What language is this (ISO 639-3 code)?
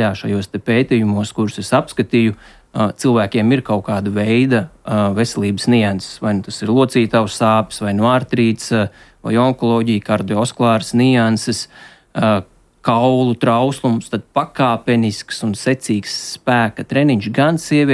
lav